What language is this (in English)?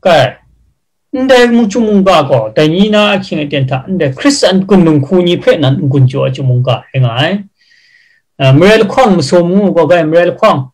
Kachin